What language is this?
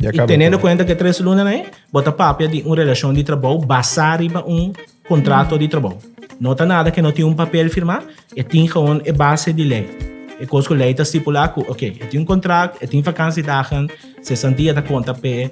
Papiamento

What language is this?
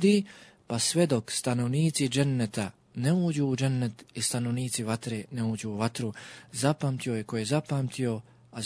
Bosnian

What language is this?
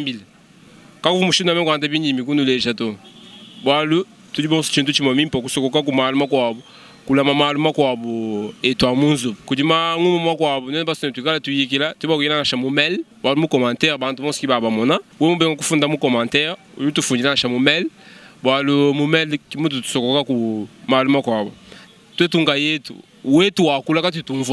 Luba-Lulua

